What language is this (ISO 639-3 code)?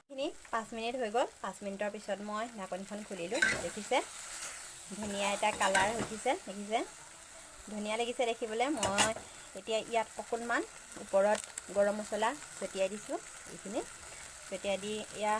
asm